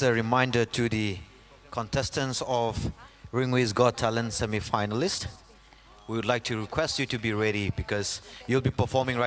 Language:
Tangkhul Naga (India)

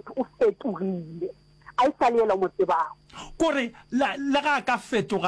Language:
Northern Sotho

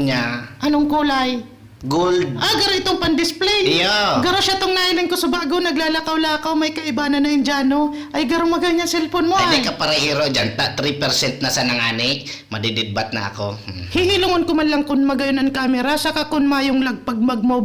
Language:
Bikol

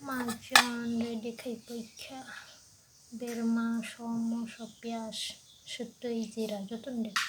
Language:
Kok Borok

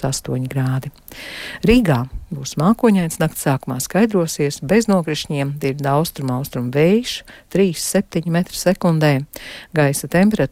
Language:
Latvian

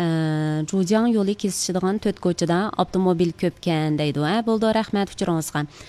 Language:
Uyghur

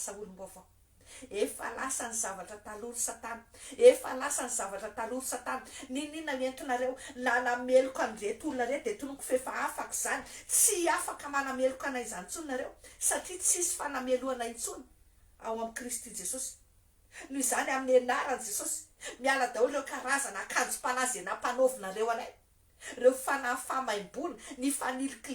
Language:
Malagasy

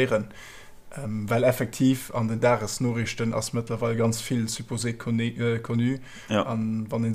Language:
Luxembourgish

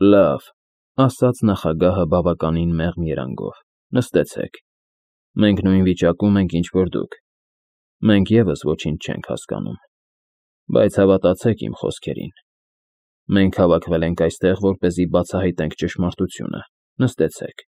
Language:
Armenian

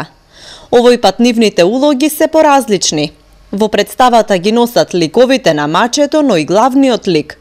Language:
Macedonian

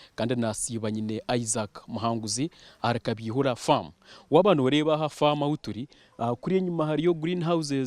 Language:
Nyankole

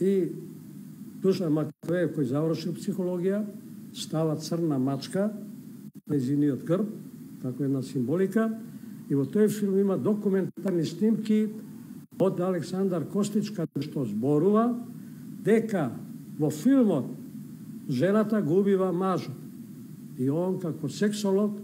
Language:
Macedonian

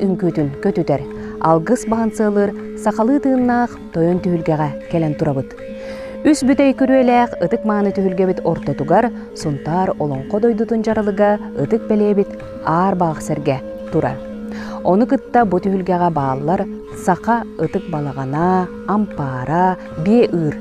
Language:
Yakut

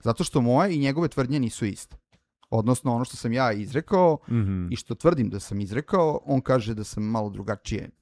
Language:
Serbian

